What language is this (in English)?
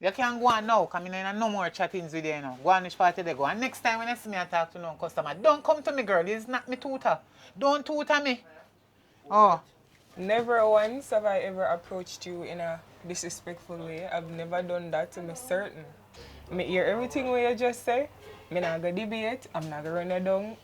Jamaican Creole English